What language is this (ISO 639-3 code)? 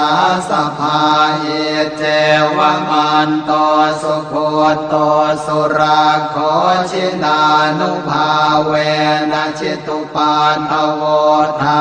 pli